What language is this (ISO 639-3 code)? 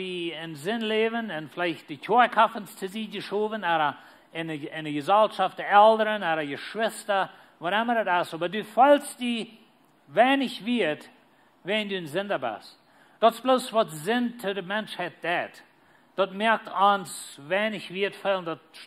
pdt